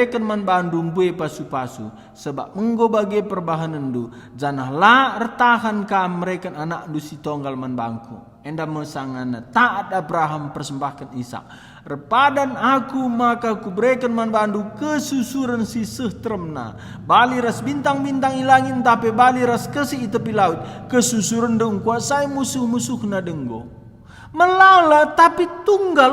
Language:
Batak Karo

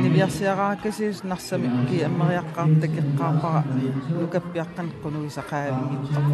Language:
Kalaallisut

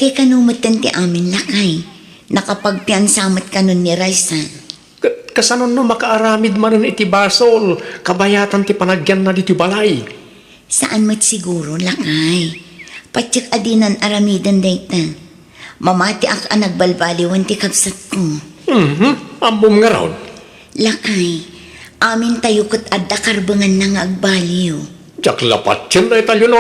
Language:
Iloko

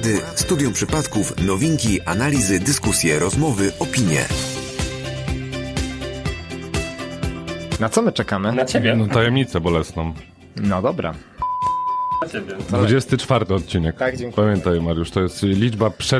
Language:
Polish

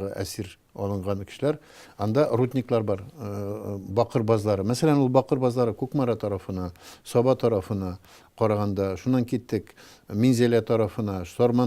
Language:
Tatar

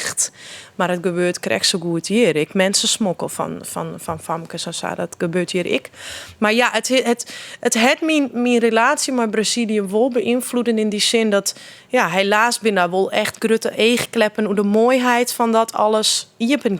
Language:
Western Frisian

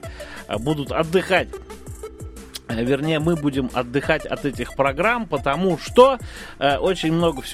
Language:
Russian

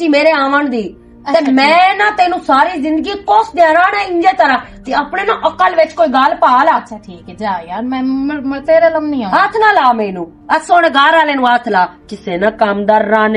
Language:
Western Panjabi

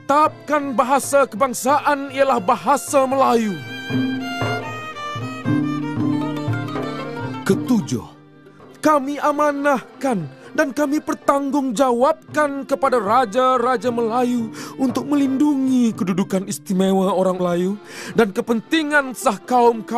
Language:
Malay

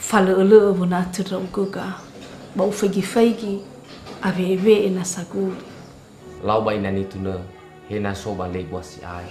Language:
Nias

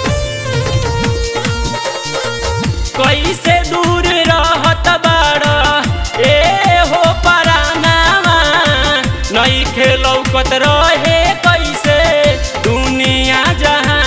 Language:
Bhojpuri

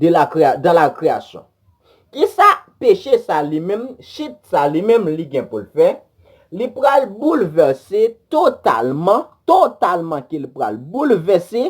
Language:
Haitian Creole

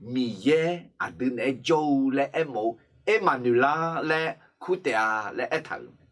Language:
Akha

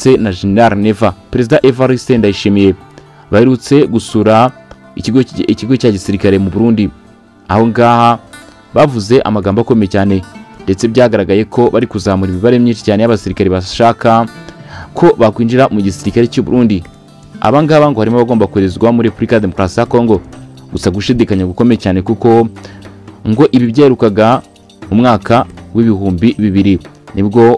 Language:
Kinyarwanda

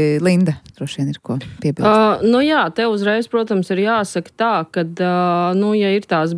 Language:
Latvian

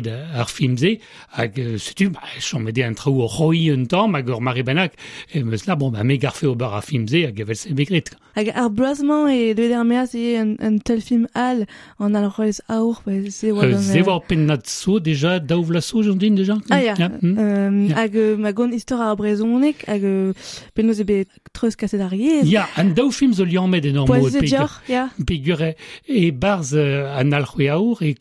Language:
Breton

